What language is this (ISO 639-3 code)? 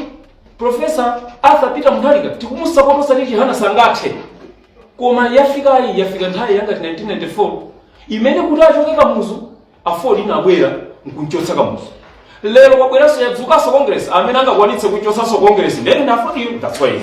nya